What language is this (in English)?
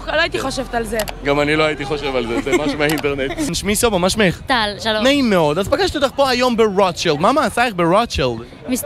Hebrew